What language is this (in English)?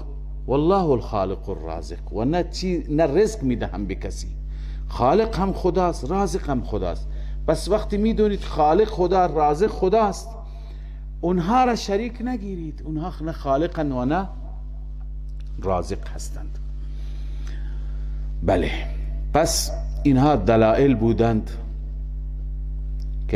Persian